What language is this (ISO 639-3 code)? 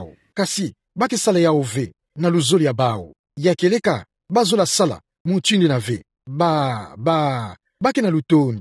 ktu